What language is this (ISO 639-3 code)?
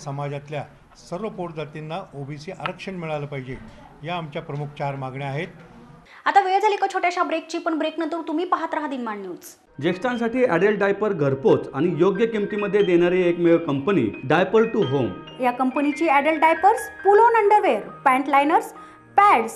mar